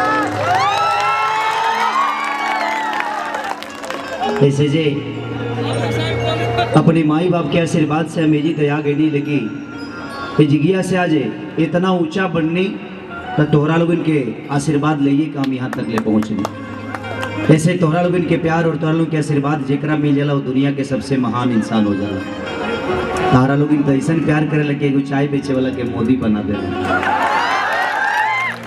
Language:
Bhojpuri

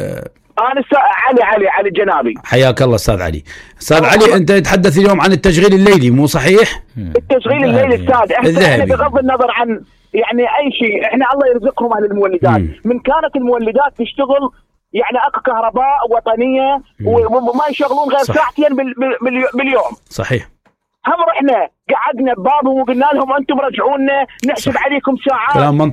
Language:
Mesopotamian Arabic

